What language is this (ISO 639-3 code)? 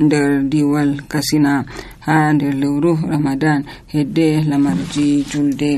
fuv